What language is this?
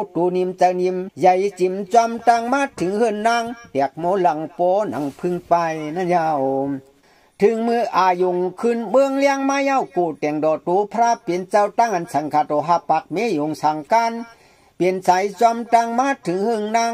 Shan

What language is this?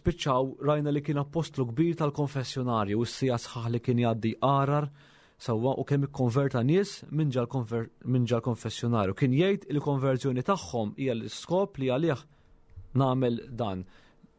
Maltese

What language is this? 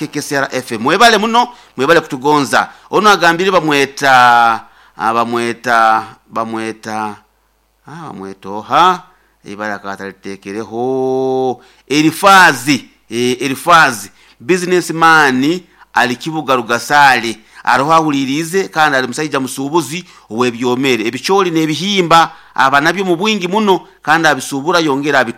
Nyoro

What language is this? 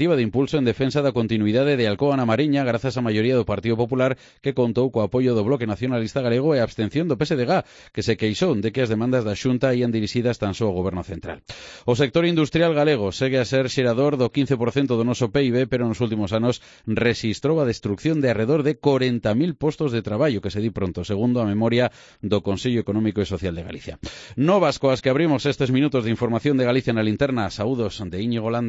Galician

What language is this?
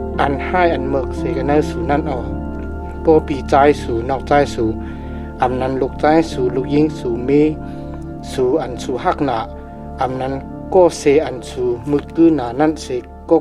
Shan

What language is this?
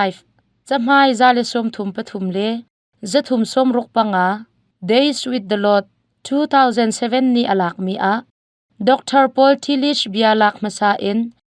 Hakha Chin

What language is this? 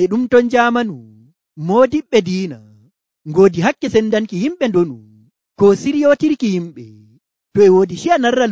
Nigerian Fulfulde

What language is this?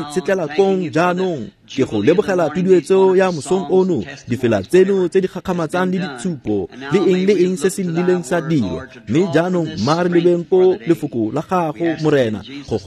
Tswana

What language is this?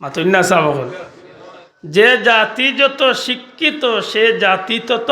Sylheti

